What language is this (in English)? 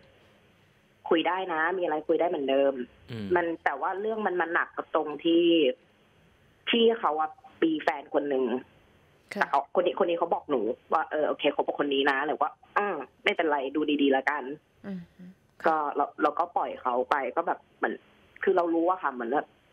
Thai